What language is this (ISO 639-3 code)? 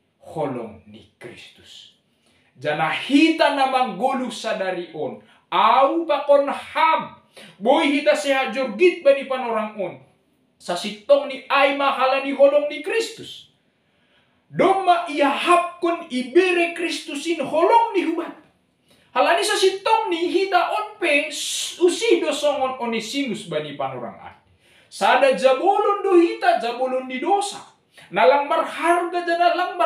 bts